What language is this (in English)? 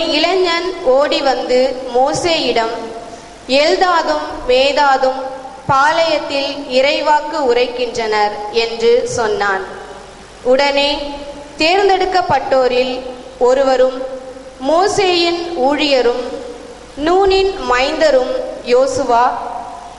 Tamil